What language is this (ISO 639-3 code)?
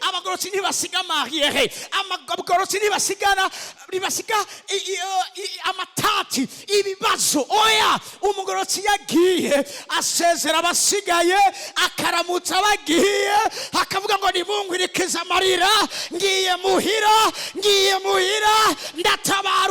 run